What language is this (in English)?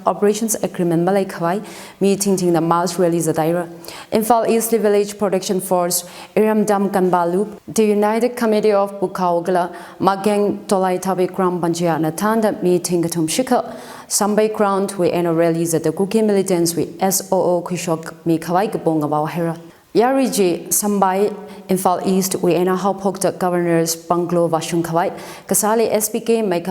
Tangkhul Naga (India)